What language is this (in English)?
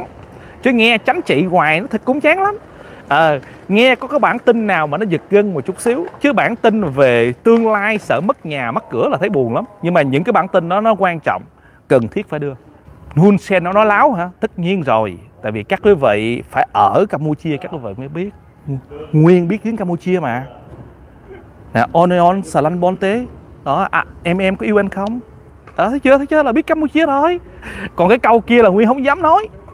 Vietnamese